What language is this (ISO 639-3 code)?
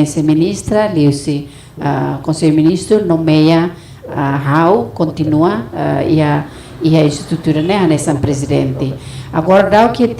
tet